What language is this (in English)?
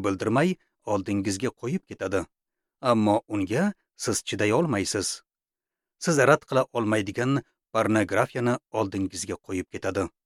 Uzbek